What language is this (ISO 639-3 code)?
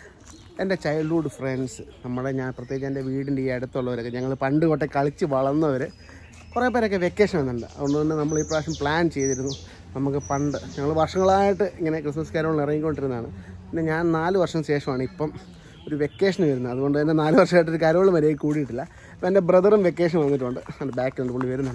mal